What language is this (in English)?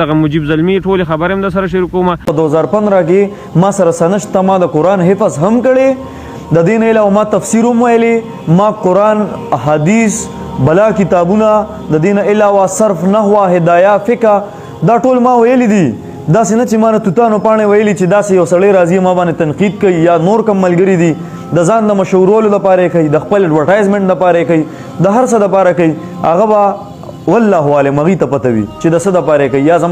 Pashto